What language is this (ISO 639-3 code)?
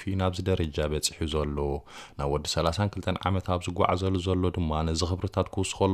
tir